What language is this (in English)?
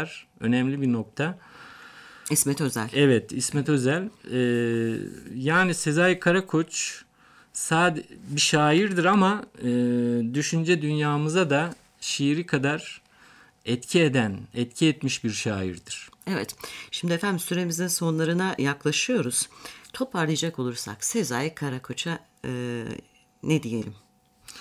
Turkish